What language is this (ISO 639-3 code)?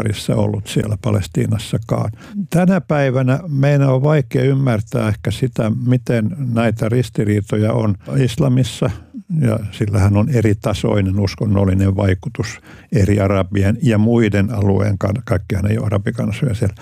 fin